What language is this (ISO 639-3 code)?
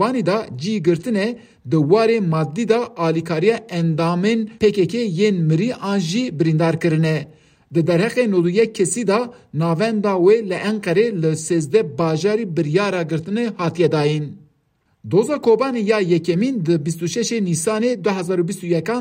kur